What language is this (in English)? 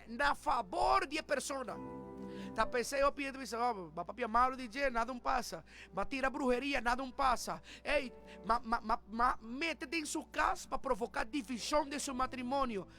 Papiamento